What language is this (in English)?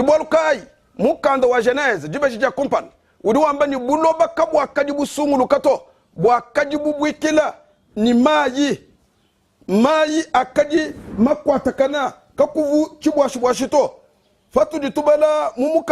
Luba-Lulua